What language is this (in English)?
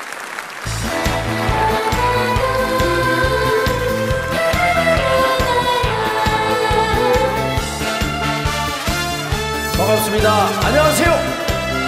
Korean